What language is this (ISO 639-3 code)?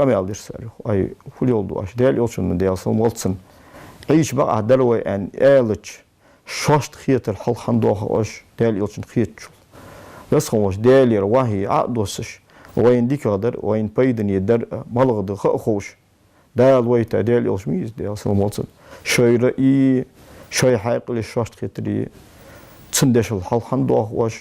inh